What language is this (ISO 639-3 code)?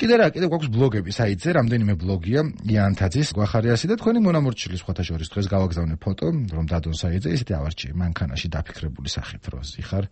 kat